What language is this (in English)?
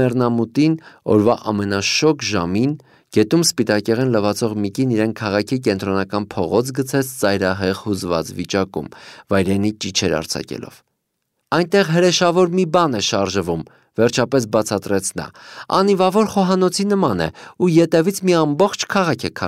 Armenian